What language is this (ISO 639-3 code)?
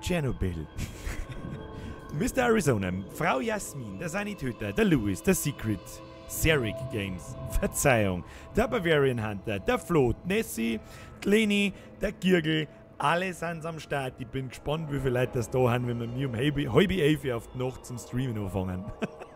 bar